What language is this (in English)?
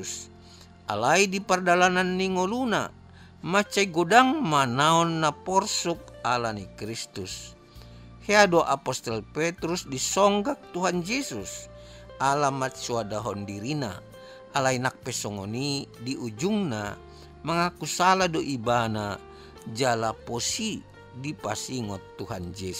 Batak Toba